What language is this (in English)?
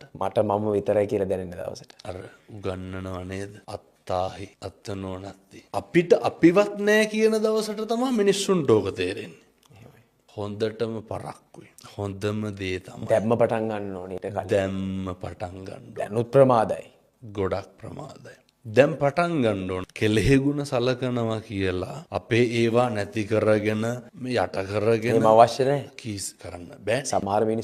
Sinhala